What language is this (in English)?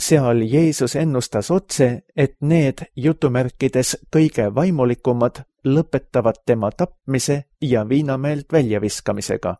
Estonian